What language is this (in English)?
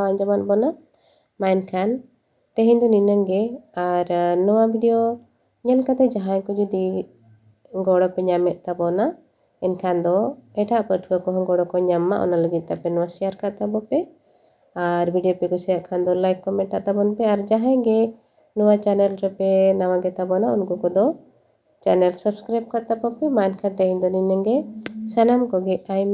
Santali